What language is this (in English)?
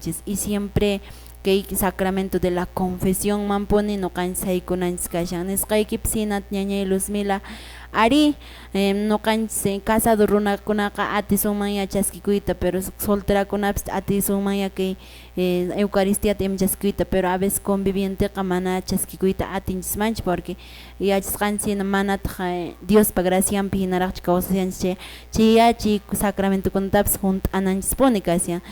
Quechua